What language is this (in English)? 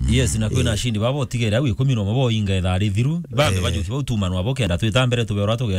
Meru